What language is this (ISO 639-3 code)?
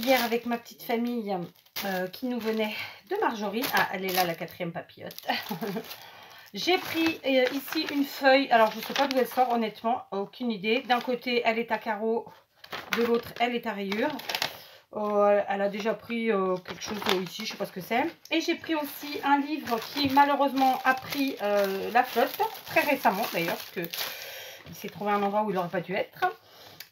fra